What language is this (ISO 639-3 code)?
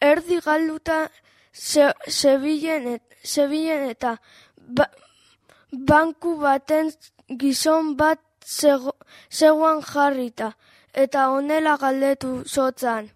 eus